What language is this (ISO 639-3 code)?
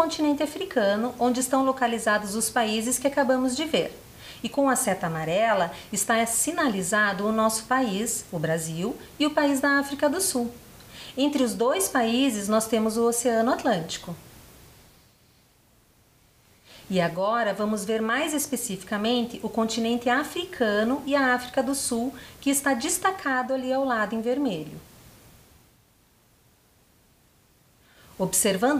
por